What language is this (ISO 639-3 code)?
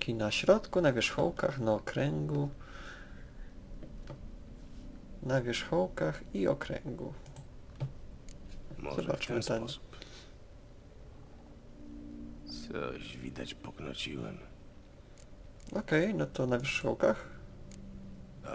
pol